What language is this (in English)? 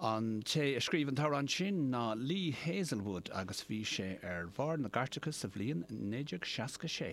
Irish